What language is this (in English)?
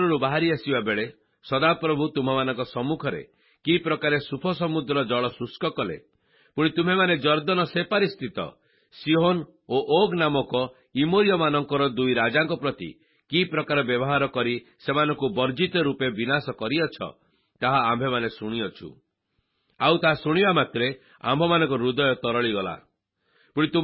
Odia